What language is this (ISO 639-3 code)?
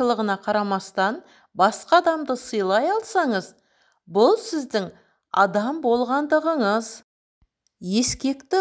kaz